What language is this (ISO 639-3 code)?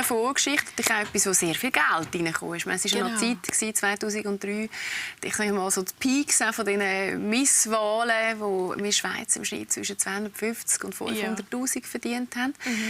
gsw